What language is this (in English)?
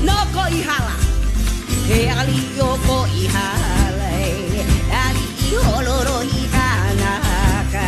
Hawaiian